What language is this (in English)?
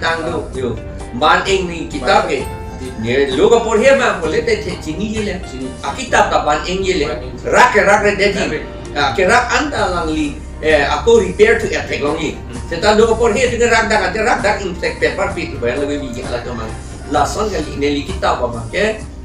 Karbi